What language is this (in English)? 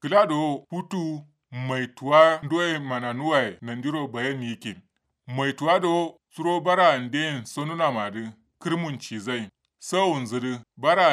Kanuri